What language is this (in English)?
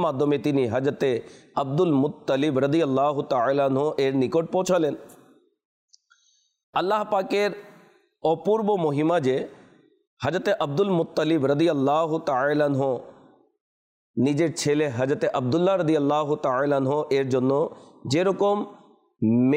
Bangla